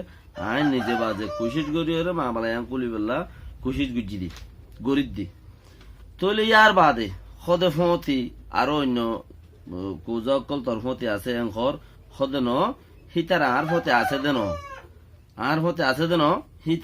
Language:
Rohingya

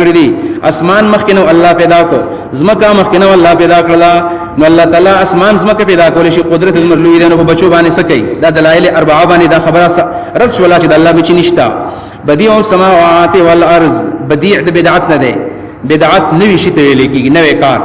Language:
Pashto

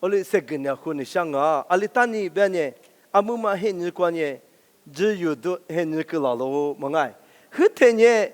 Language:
Lisu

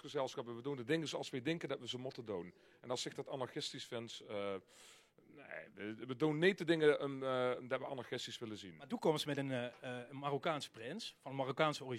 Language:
Limburgish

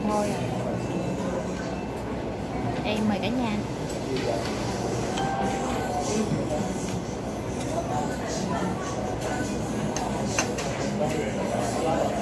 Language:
Vietnamese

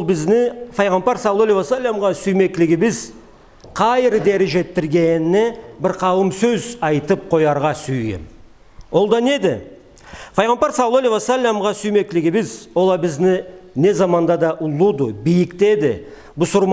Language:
Karachay-Balkar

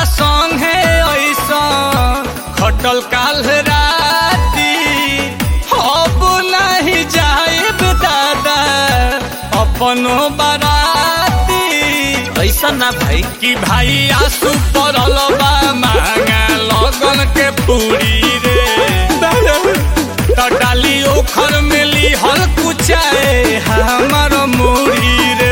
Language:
Bhojpuri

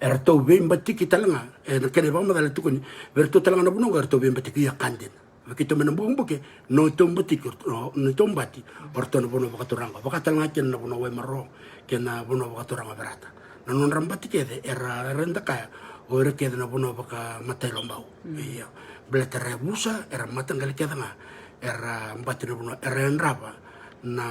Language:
Fijian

